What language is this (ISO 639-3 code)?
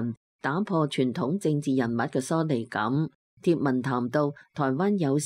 yue